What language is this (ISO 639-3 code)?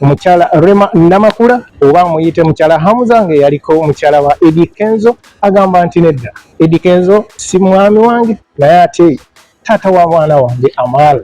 lug